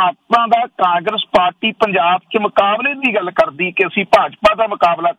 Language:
Punjabi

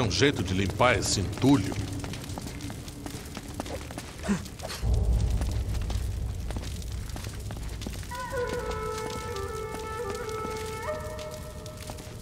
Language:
Portuguese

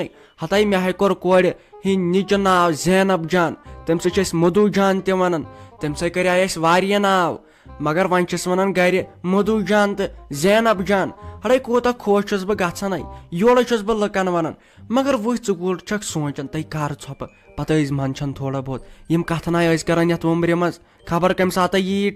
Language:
Kashmiri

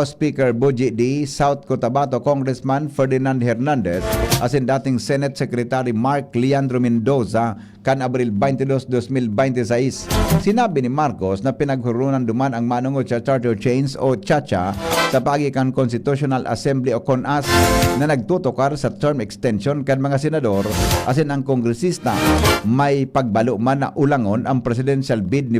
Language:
Bikol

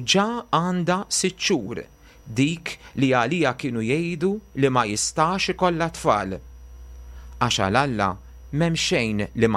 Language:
Maltese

